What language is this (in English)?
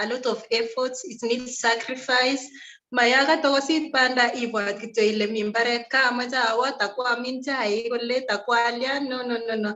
Kalenjin